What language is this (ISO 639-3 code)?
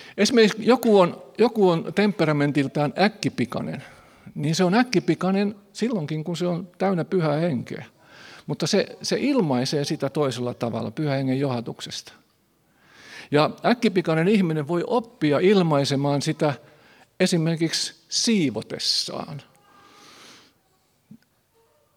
fin